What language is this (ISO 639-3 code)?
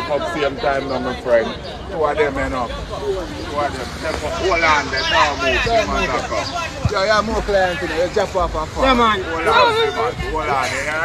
jam